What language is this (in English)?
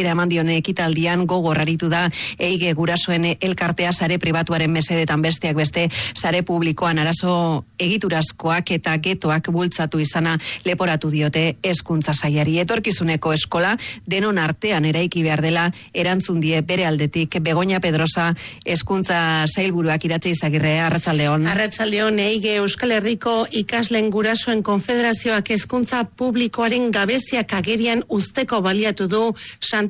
Basque